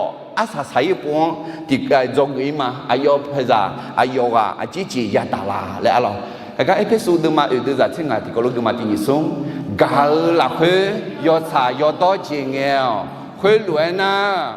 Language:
Akha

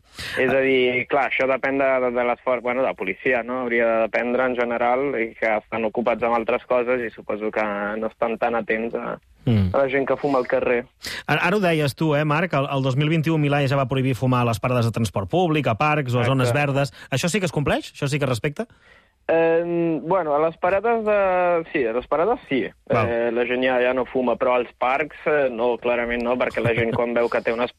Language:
Catalan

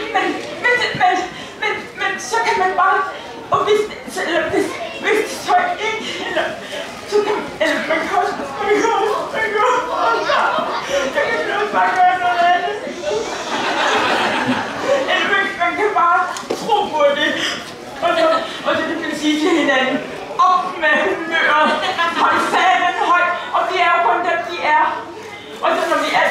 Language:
Danish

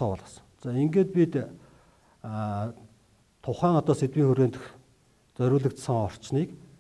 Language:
Mongolian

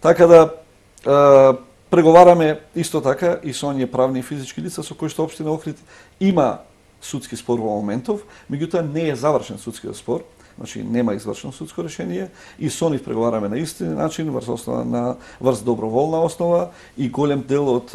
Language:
Macedonian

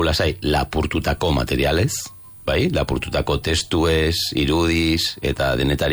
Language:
Basque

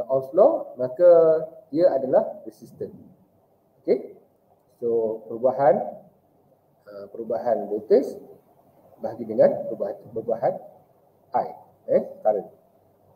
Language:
Malay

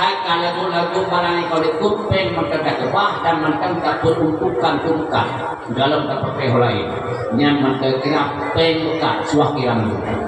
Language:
Achinese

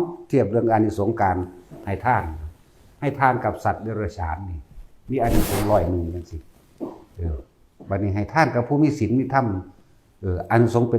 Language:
Northeastern Thai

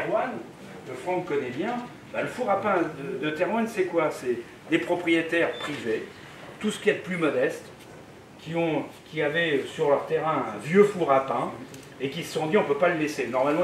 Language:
French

